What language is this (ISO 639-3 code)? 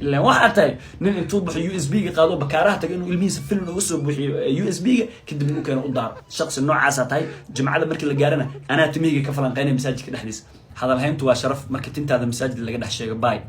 som